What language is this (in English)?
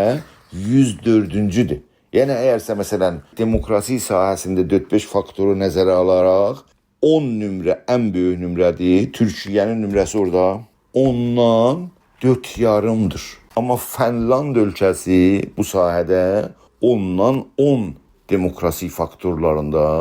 South Azerbaijani